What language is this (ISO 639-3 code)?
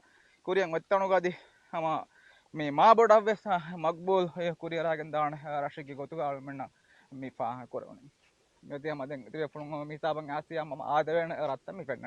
div